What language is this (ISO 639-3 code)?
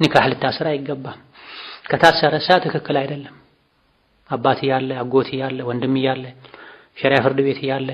amh